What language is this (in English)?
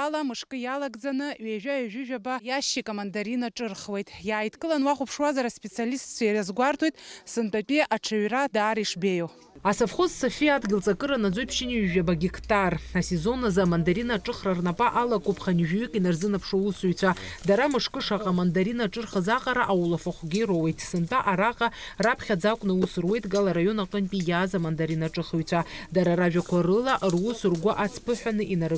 Abkhazian